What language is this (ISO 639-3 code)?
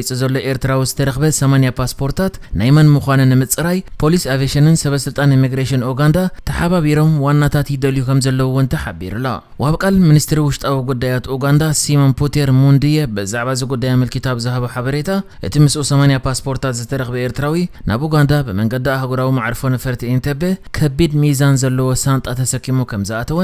tir